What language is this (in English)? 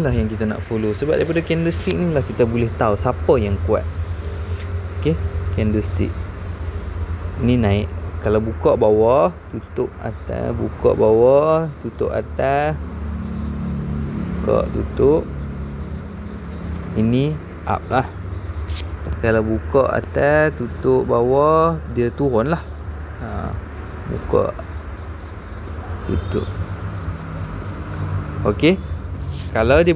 Malay